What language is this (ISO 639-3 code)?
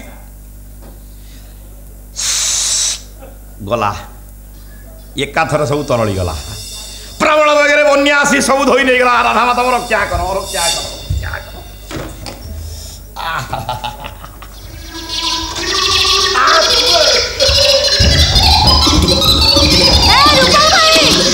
ori